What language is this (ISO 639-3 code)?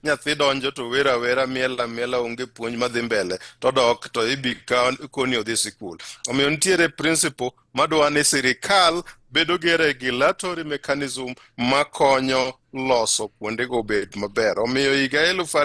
luo